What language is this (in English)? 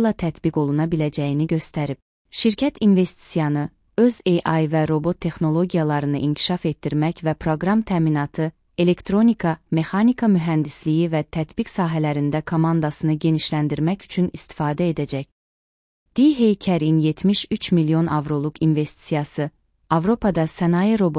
Azerbaijani